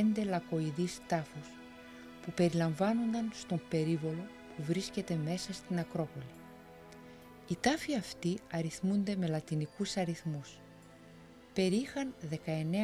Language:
Greek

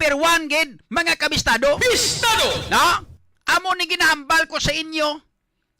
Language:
Hiligaynon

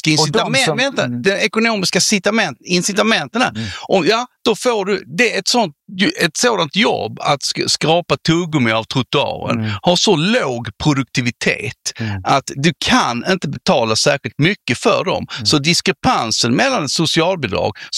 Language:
Swedish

